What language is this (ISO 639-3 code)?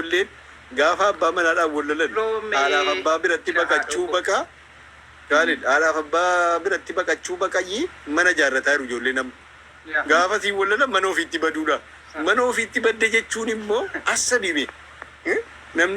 orm